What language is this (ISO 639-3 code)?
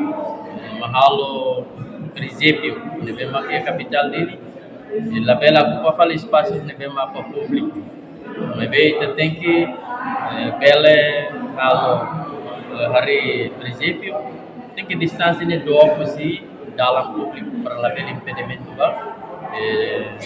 tet